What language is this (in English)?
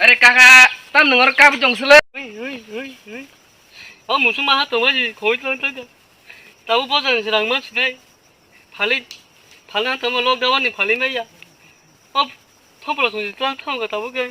Kok Borok